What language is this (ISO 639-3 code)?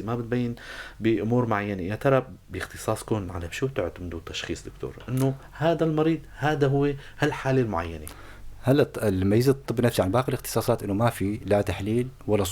apc